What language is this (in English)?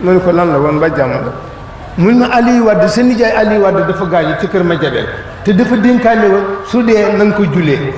Wolof